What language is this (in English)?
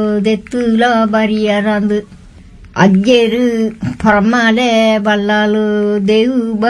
Tulu